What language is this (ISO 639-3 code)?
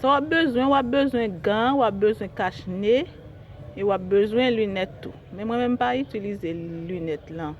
hat